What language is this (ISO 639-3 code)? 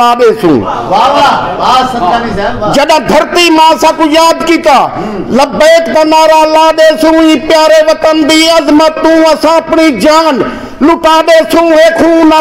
skr